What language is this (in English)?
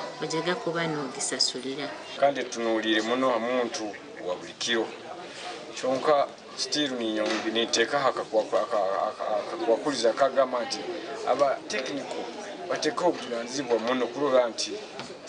Nyankole